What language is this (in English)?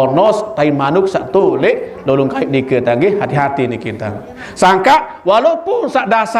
Sasak